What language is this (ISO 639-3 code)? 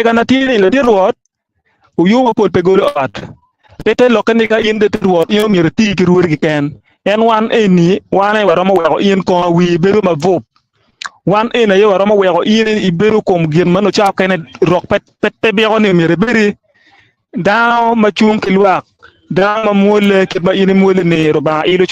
ach